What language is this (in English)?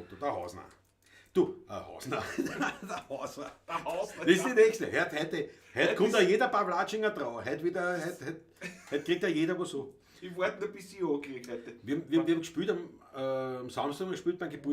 Bavarian